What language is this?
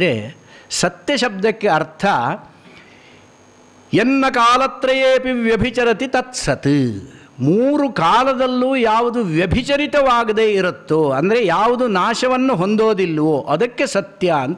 Kannada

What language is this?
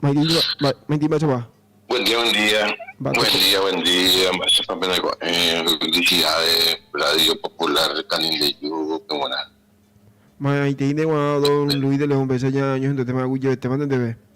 Guarani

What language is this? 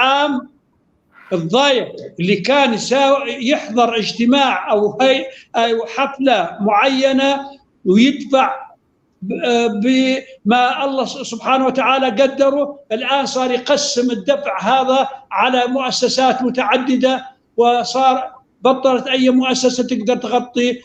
North Levantine Arabic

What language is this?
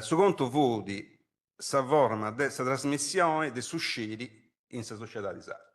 Sardinian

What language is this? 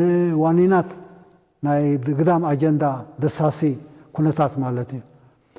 Tigrinya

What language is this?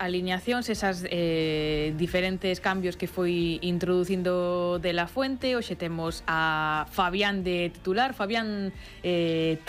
Galician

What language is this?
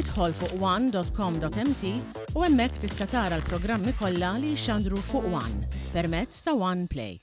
Maltese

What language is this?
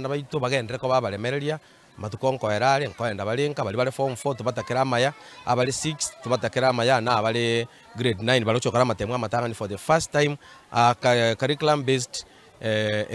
Gusii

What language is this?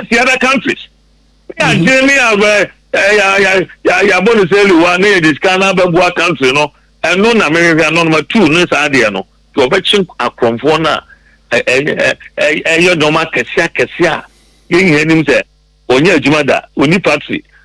Akan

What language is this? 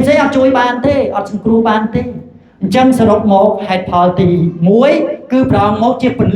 Khmer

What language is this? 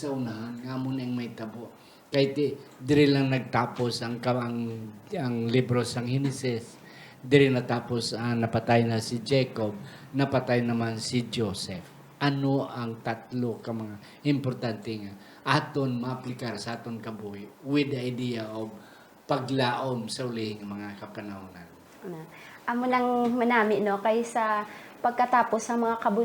Hiligaynon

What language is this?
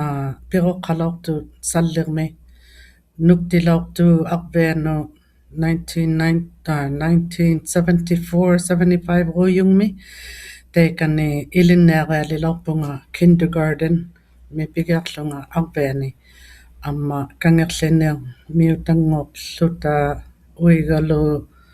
Inuktitut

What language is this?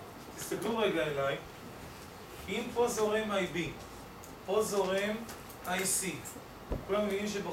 Hebrew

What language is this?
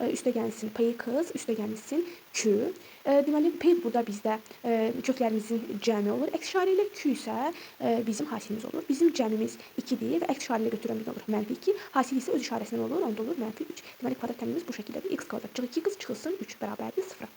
Azerbaijani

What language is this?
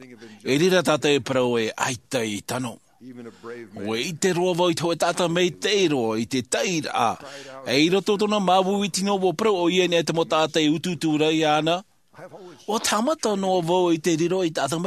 Tahitian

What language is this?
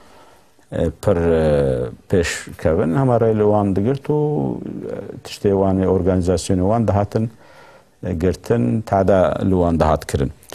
Kurdish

